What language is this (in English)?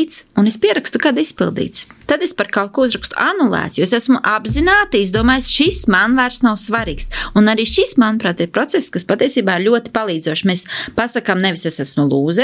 Latvian